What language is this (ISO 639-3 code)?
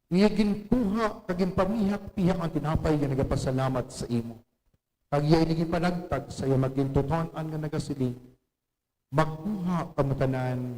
hil